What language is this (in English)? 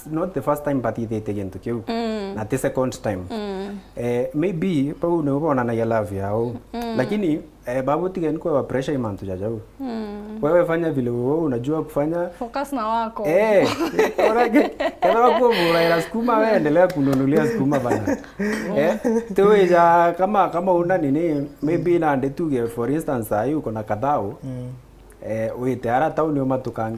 Meru